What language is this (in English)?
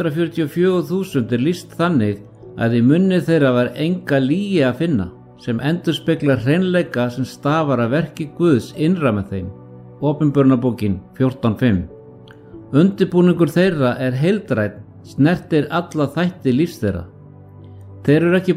Icelandic